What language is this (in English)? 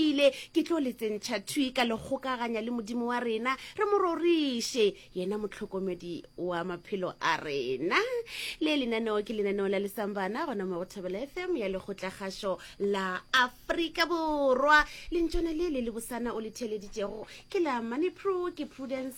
Northern Sotho